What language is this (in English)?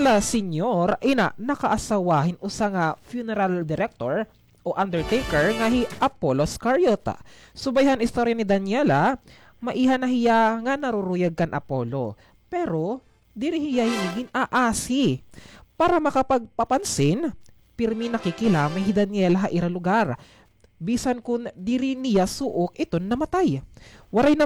Waray